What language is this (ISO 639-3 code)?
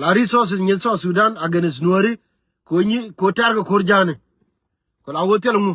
nus